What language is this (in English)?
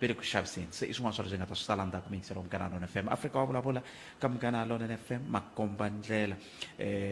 Tsonga